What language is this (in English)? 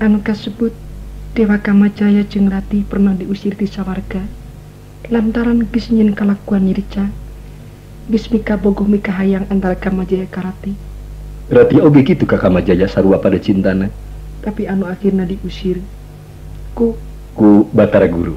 Sundanese